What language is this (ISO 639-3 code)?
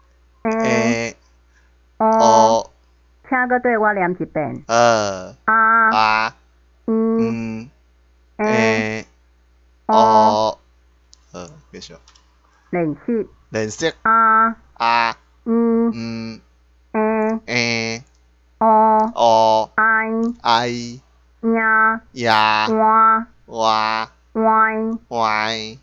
nan